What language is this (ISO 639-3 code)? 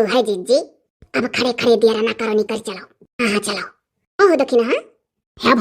awa